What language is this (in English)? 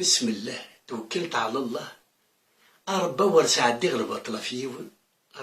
Kabyle